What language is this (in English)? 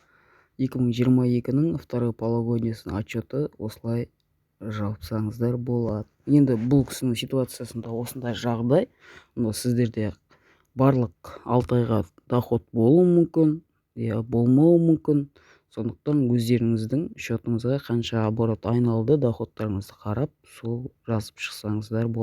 Kazakh